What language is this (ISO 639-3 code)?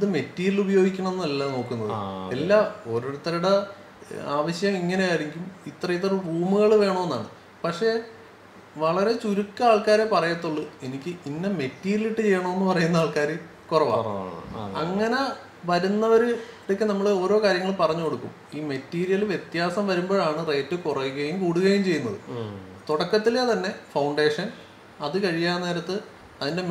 mal